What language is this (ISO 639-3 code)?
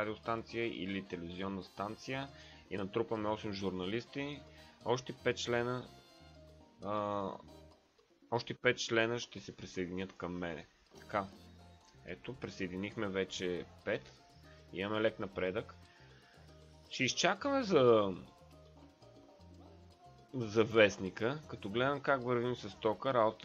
bul